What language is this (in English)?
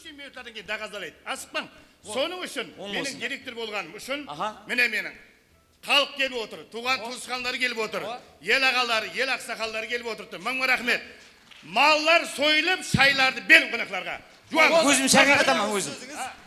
Kara-Kalpak